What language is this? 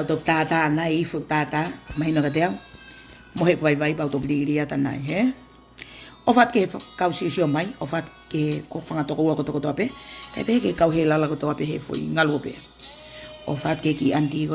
Tongan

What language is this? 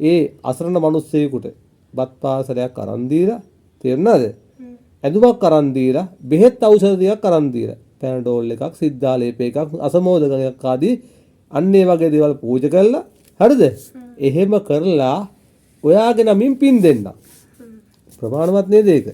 Sinhala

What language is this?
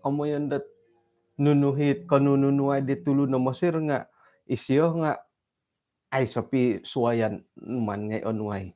Central Dusun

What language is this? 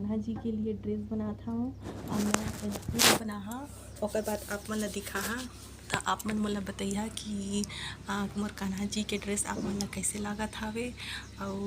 Chhattisgarhi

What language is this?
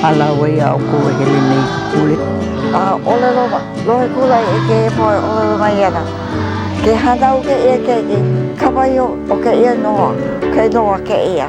Hawaiian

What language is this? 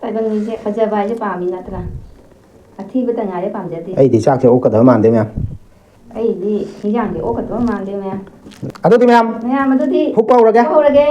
Manipuri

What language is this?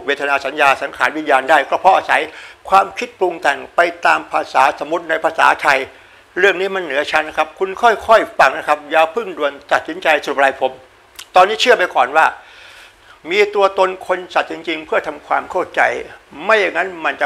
Thai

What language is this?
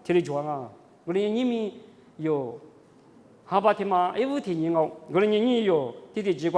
Lisu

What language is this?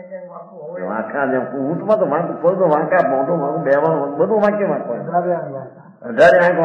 Gujarati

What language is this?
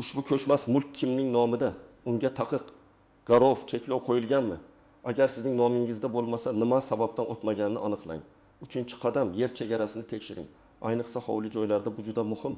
Uzbek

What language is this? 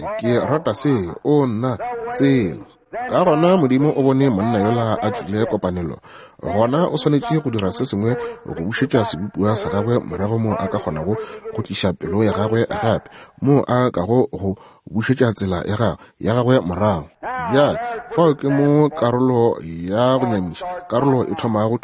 Northern Sotho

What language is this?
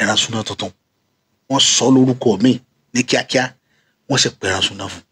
Yoruba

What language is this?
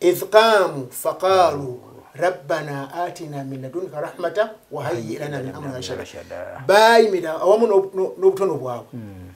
Ganda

